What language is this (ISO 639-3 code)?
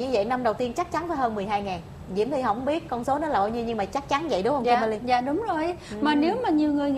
vie